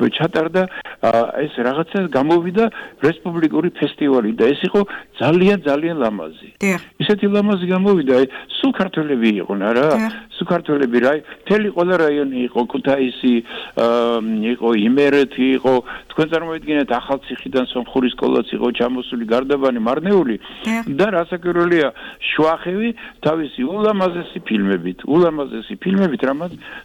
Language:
Georgian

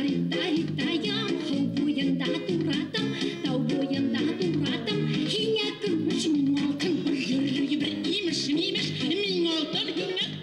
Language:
Bashkir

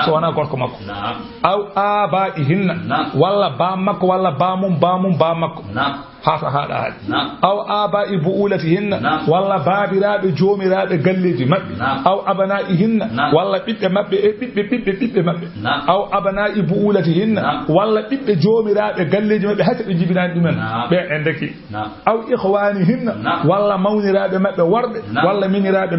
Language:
Fula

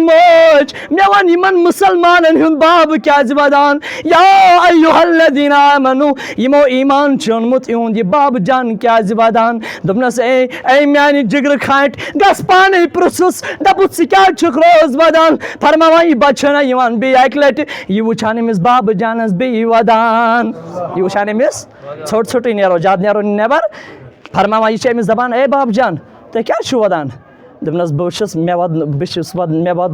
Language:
Kashmiri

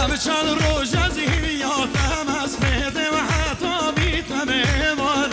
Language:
Kurdish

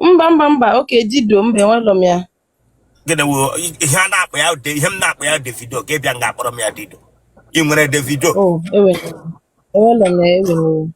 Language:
Igbo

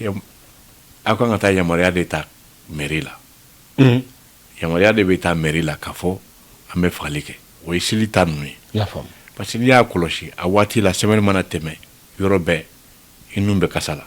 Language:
Bambara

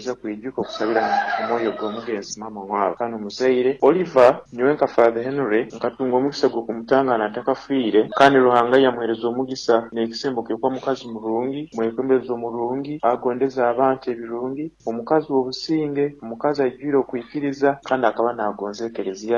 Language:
Nyankole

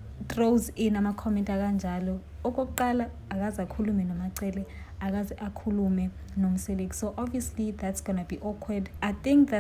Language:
Zulu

